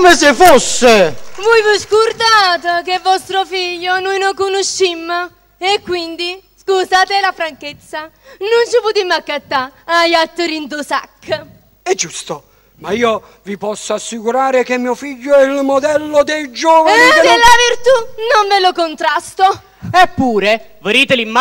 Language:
Neapolitan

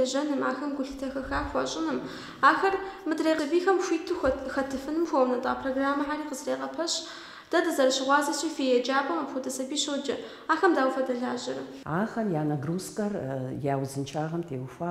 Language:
Kabardian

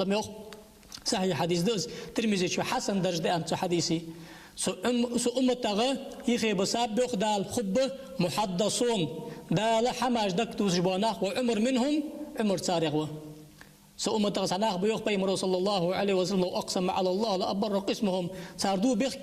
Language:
Ingush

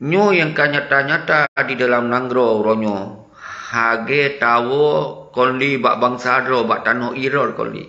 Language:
Achinese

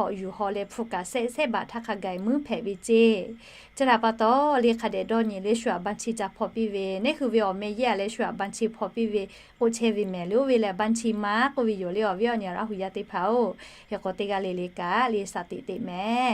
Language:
Lahu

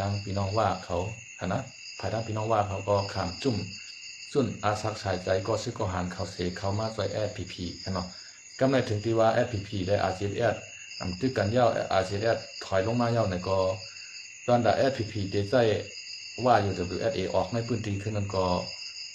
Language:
Shan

